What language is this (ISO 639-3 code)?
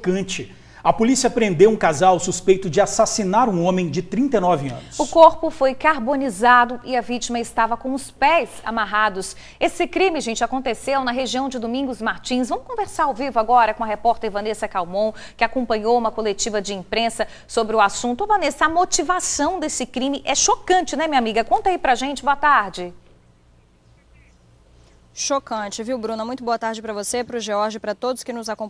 por